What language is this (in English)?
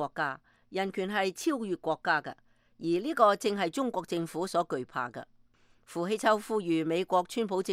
Cantonese